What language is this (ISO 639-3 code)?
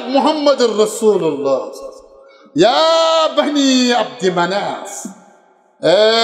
kas